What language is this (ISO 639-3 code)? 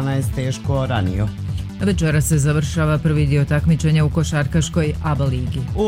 hrv